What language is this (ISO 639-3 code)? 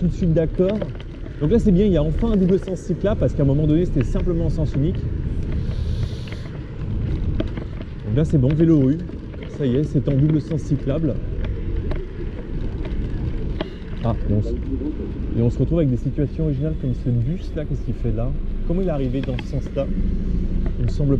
fra